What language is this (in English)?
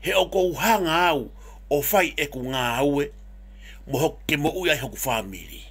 Tongan